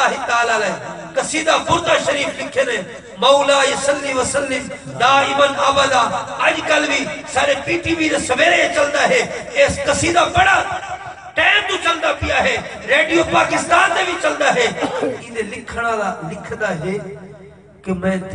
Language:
Saraiki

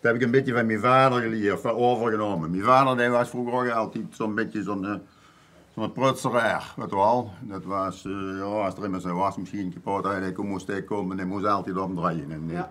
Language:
Limburgish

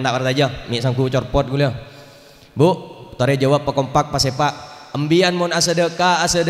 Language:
Madurese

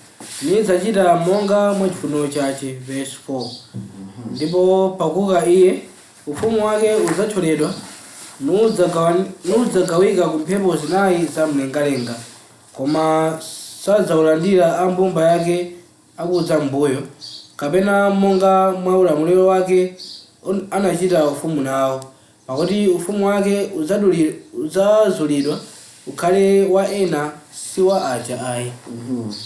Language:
Nyanja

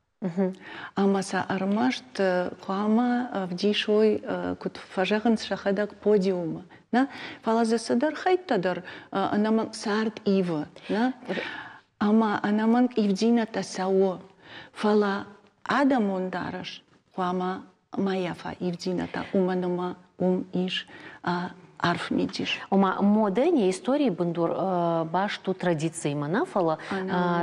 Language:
Ossetic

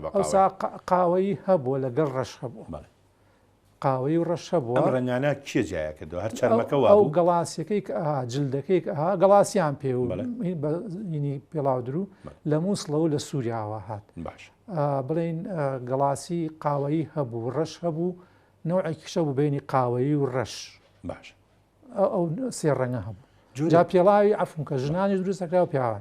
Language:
Central Kurdish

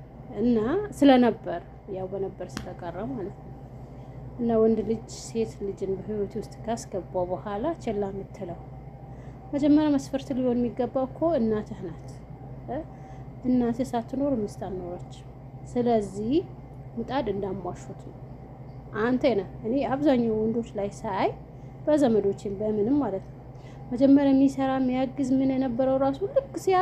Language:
Amharic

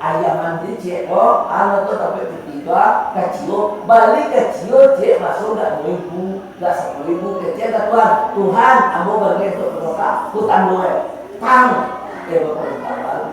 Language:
Minangkabau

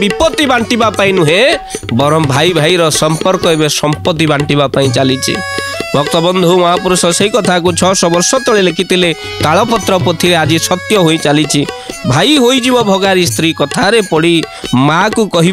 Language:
Odia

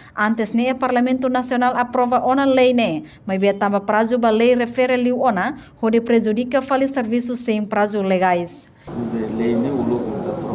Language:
Tetum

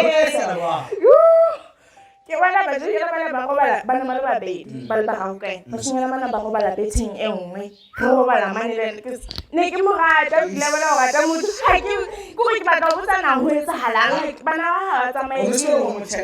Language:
Southern Sotho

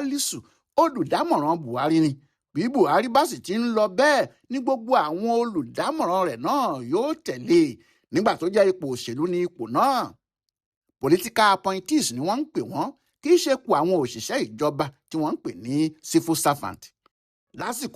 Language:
Yoruba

